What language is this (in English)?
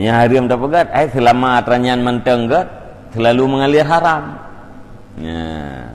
Achinese